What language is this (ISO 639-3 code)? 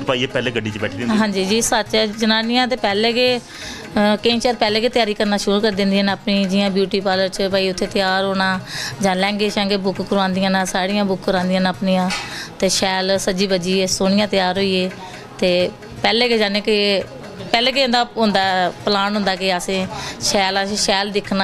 doi